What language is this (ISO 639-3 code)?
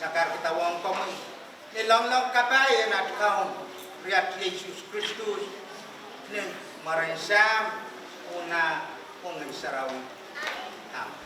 pon